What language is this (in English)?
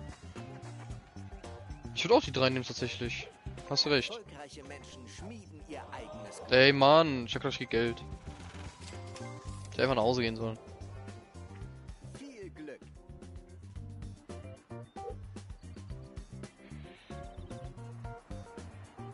German